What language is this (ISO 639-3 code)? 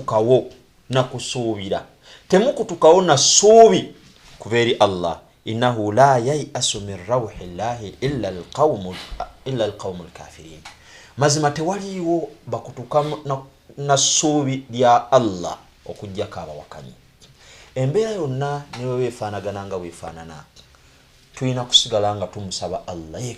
lug